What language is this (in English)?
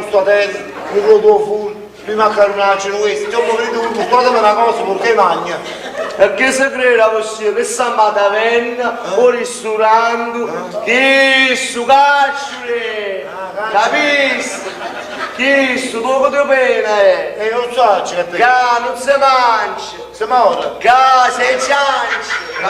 Neapolitan